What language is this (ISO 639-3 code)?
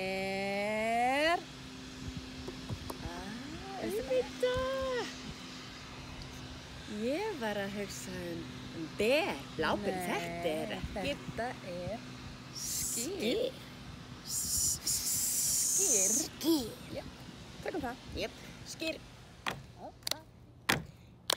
isl